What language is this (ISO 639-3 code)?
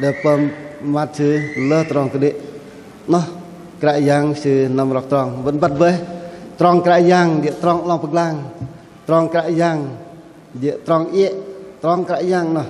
bdq